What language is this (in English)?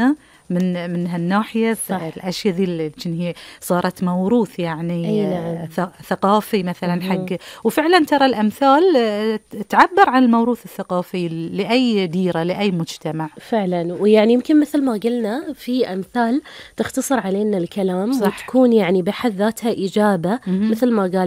Gulf Arabic